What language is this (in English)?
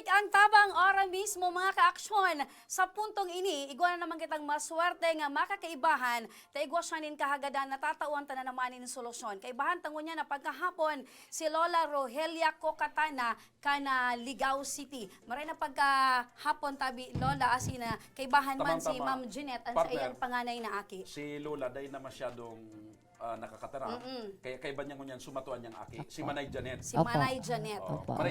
Bikol